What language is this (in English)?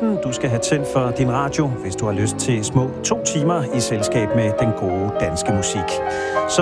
Danish